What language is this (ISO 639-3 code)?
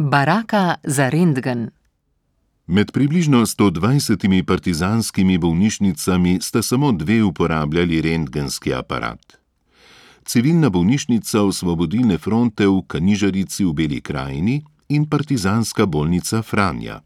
slv